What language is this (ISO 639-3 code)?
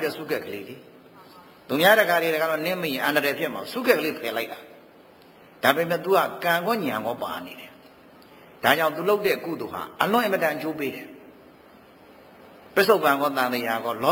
mya